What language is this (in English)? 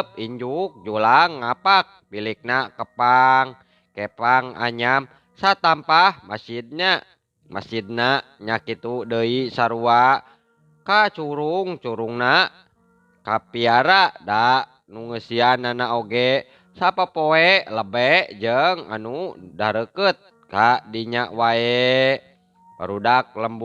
Sundanese